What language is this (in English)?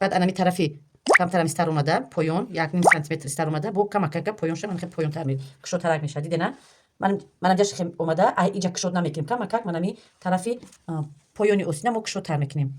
Tajik